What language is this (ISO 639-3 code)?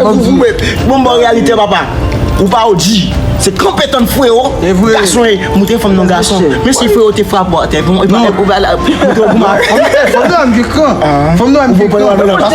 hat